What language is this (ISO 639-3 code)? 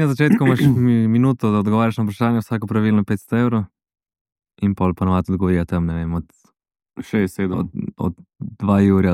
slv